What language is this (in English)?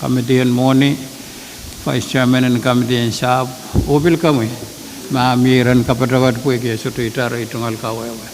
Pohnpeian